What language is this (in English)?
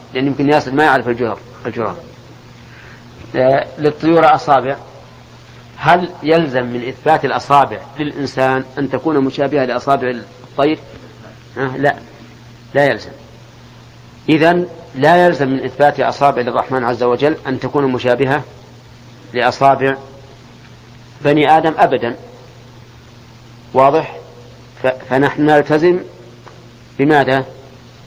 Arabic